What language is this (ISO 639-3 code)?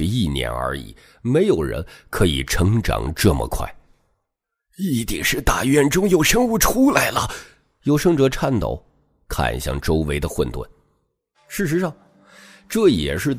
zho